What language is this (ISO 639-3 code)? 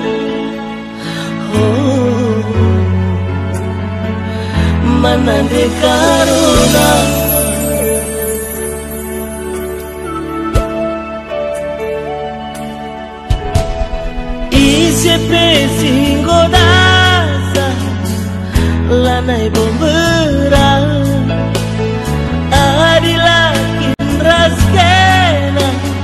btx